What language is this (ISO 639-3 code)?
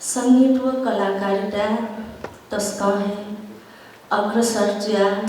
new